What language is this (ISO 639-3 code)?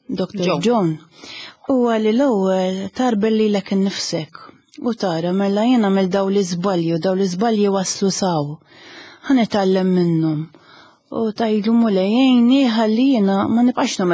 mlt